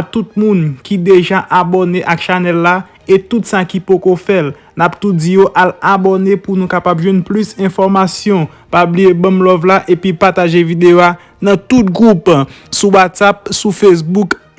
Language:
Haitian Creole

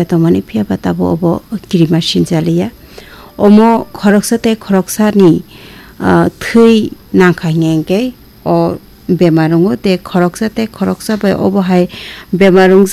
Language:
Kok Borok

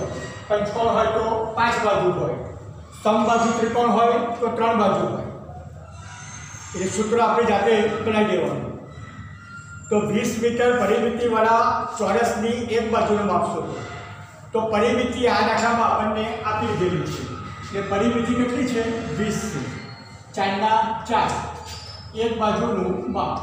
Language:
Gujarati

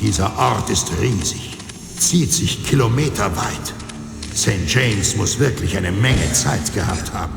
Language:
Bavarian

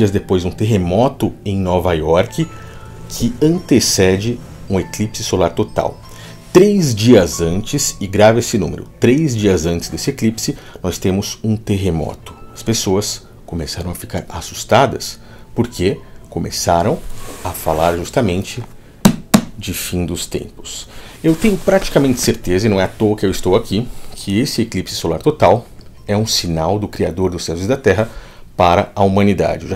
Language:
Portuguese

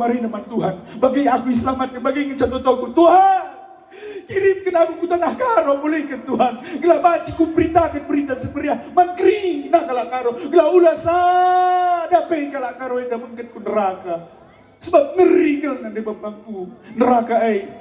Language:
Batak Karo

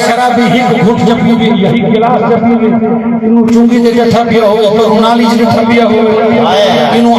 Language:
Saraiki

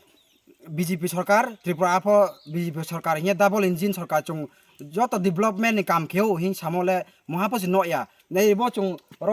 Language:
Kok Borok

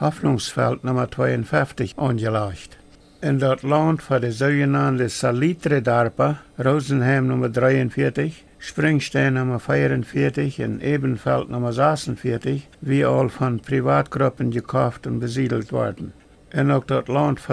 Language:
Plautdietsch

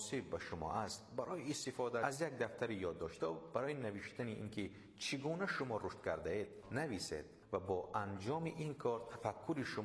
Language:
Persian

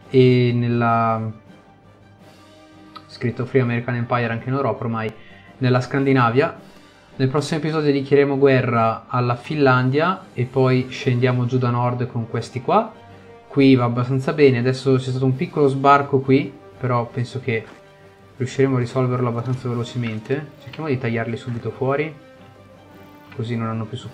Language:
Italian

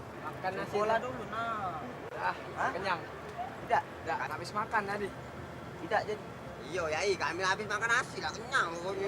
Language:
Musi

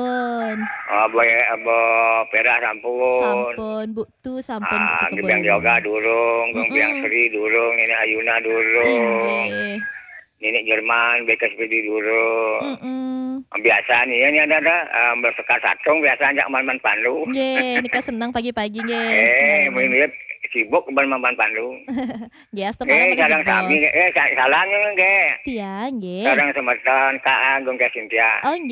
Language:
Balinese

